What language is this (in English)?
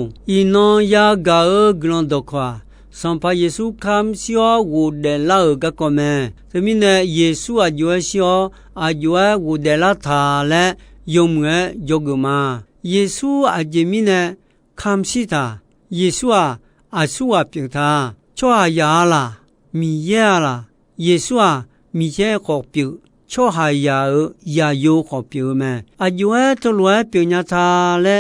Akha